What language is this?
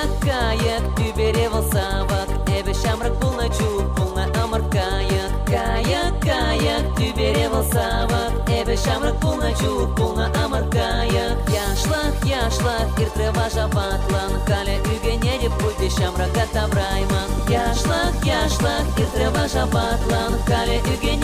Chuvash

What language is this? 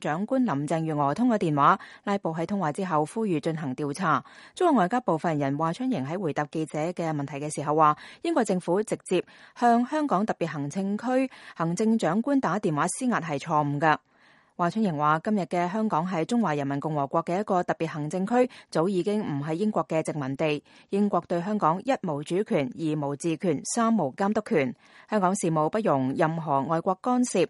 Cantonese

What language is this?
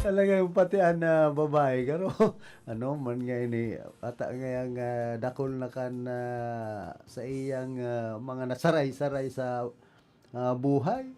Bikol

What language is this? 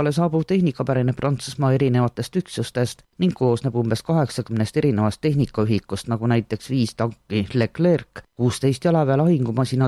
Estonian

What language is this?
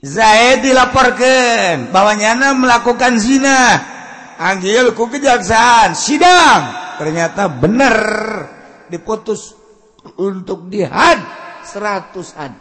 Sundanese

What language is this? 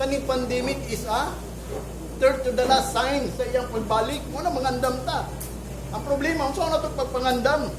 Cebuano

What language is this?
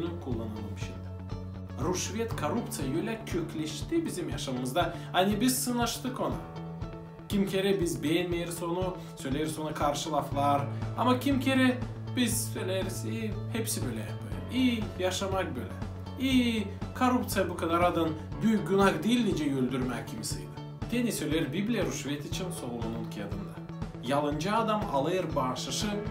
Gagauz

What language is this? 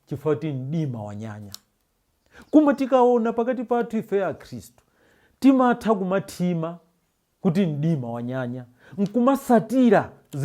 Nyanja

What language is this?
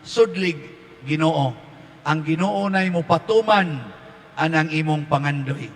Cebuano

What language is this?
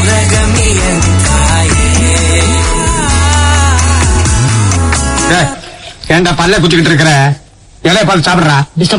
Tamil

